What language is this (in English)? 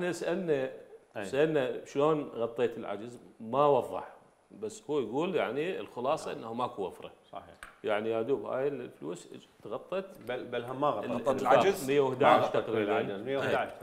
Mesopotamian Arabic